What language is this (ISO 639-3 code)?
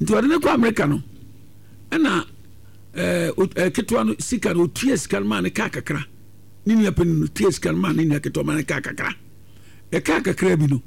aka